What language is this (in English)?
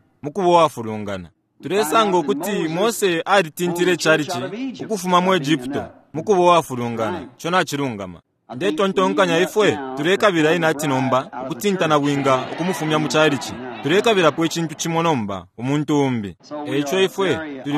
Bemba